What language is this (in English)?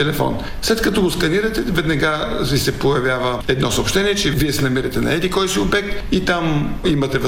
Bulgarian